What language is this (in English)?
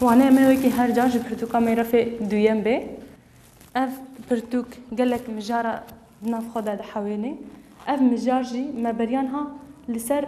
Kurdish